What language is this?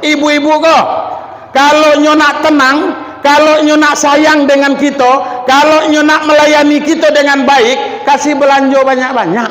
Minangkabau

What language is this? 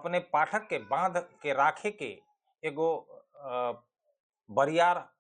Bhojpuri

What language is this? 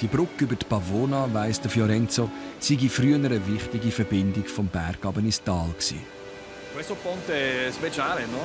Swiss German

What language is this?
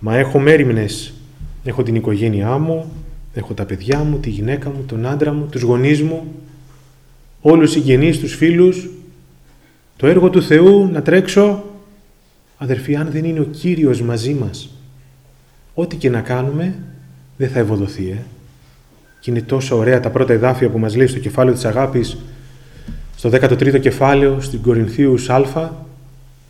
Greek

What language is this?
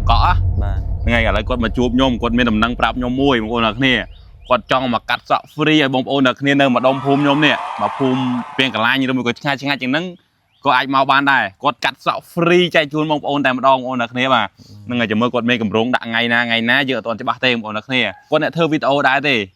Khmer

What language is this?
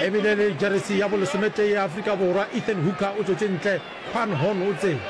Northern Sotho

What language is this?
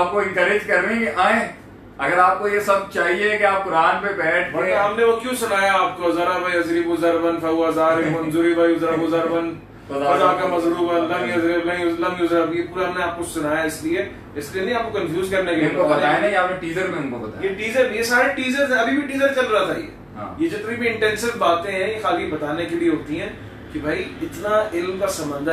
Urdu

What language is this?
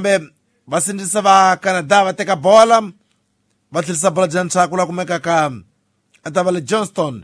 Tsonga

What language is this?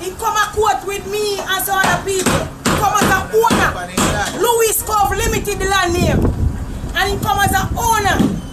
Jamaican Creole English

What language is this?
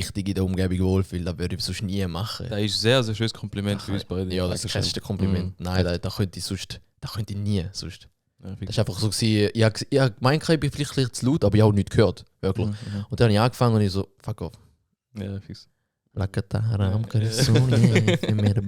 Swiss German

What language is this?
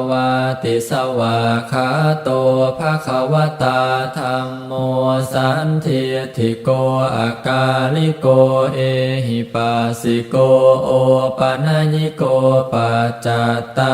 Pali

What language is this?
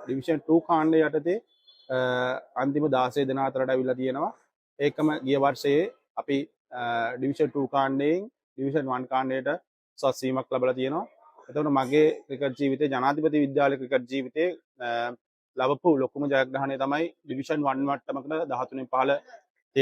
Sinhala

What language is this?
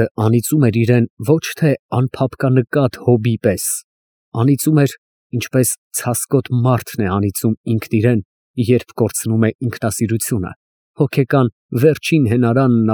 Armenian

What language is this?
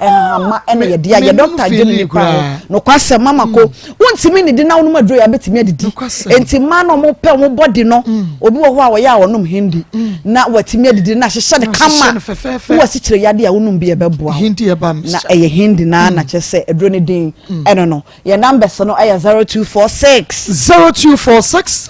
Akan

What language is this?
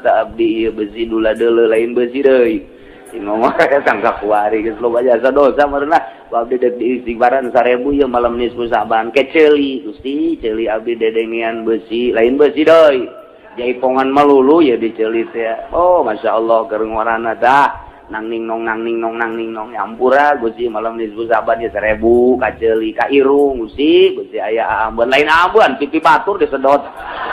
Sundanese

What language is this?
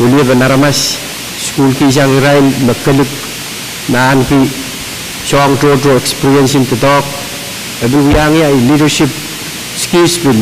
Pohnpeian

